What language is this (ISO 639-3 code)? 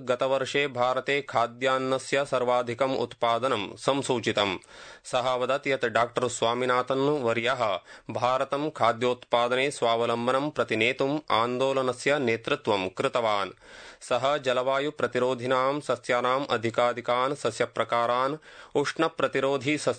san